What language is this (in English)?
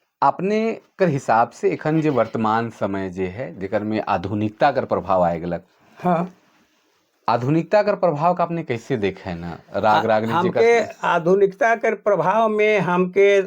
Sadri